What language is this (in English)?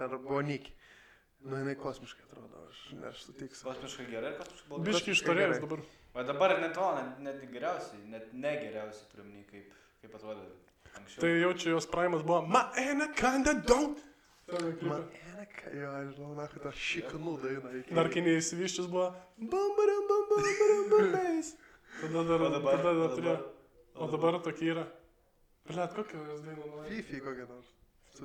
Lithuanian